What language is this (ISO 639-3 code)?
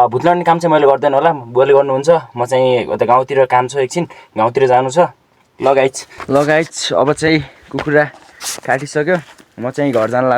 nep